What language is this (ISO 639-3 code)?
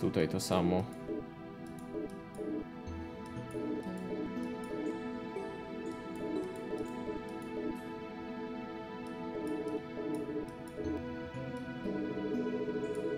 pol